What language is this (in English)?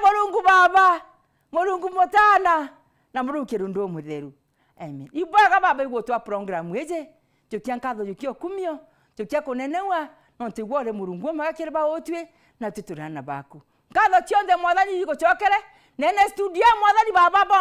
Meru